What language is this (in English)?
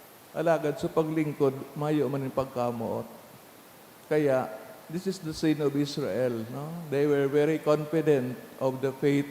Bikol